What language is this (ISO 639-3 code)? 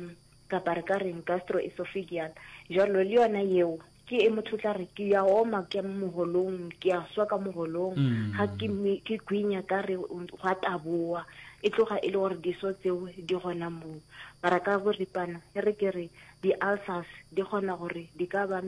nso